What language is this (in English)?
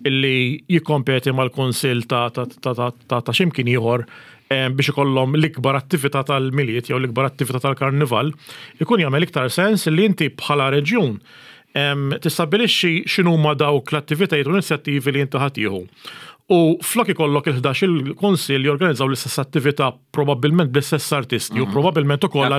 Maltese